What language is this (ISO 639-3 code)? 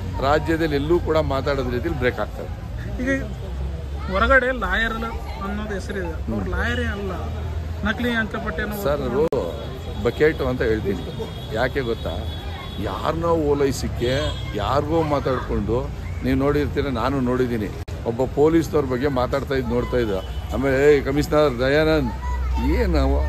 kan